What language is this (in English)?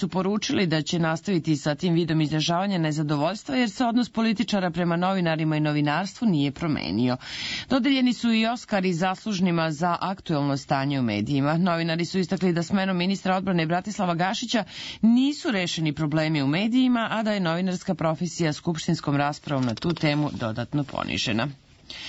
Serbian